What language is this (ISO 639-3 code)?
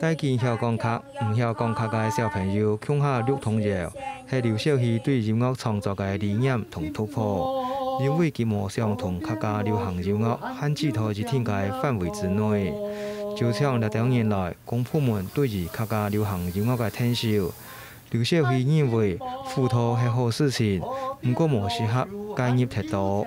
hak